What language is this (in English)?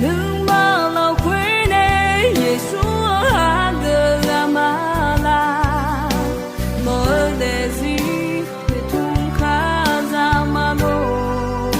Akha